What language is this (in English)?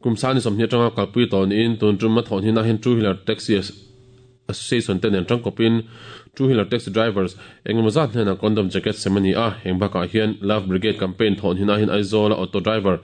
Mizo